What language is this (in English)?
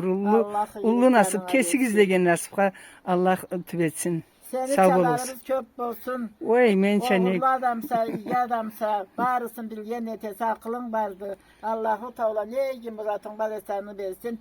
Karachay-Balkar